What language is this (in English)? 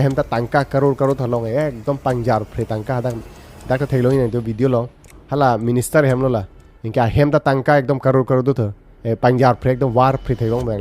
Karbi